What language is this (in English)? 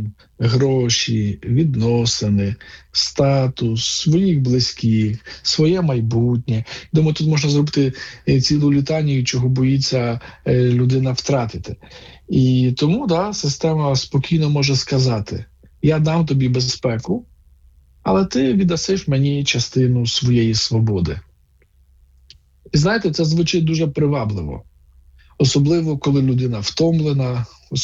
Ukrainian